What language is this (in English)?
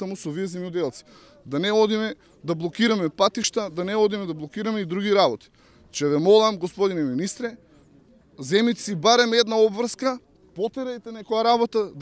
Macedonian